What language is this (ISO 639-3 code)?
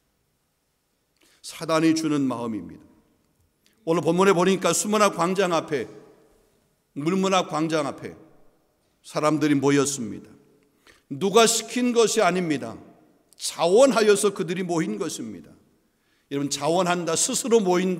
kor